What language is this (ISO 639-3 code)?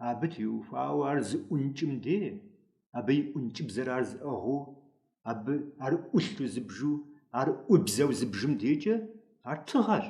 kbd